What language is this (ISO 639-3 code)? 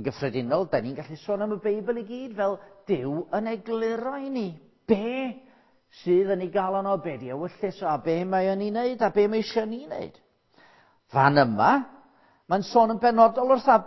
cym